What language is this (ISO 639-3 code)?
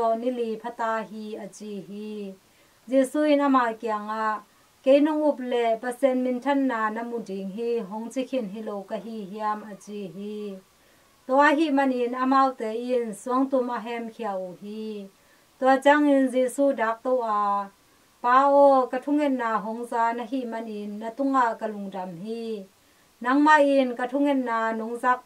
ctd